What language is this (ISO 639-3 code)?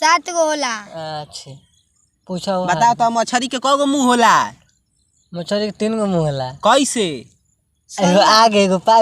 bho